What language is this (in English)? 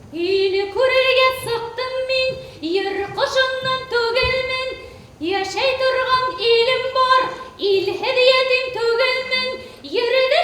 Bashkir